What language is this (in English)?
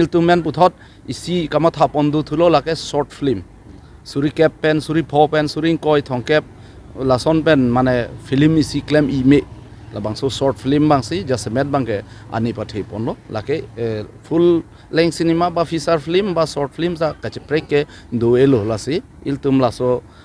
Karbi